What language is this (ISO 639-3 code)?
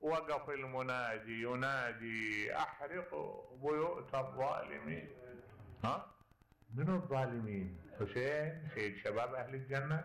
acm